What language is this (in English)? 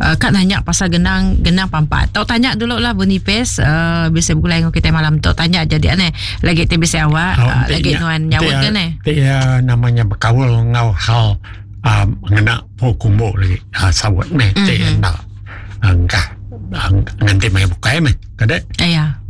Iban